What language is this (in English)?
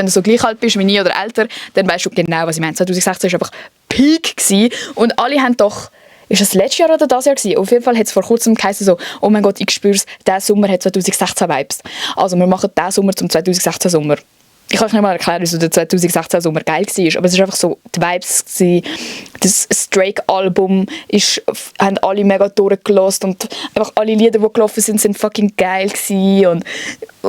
Swiss German